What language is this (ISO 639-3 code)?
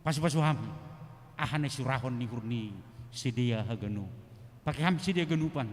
bts